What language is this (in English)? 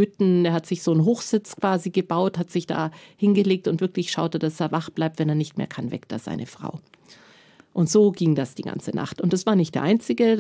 German